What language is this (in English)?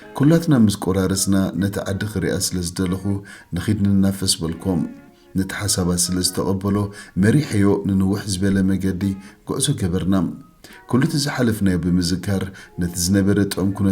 Tigrinya